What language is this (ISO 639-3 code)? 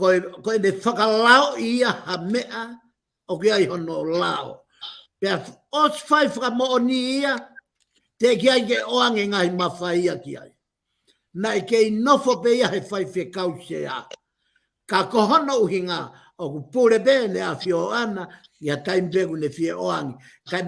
ton